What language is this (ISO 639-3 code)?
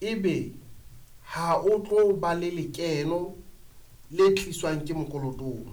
sot